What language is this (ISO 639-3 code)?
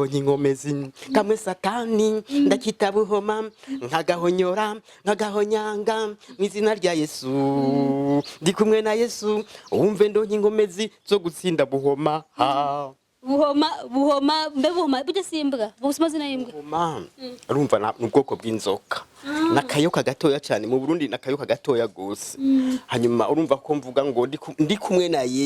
run